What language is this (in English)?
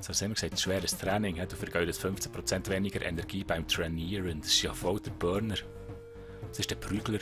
Swiss German